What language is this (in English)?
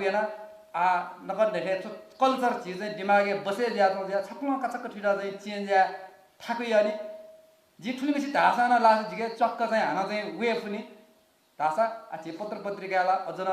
Newari